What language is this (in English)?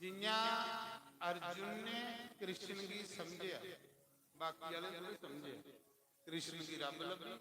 Dogri